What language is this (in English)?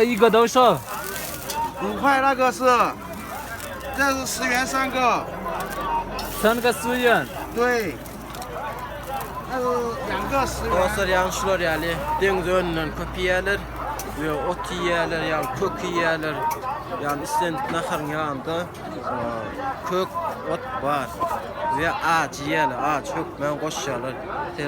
Turkmen